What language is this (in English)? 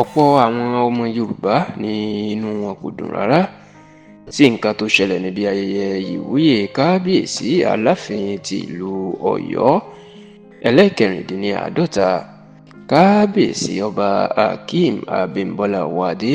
Yoruba